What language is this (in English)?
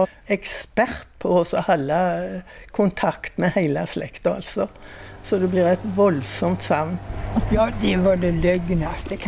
Norwegian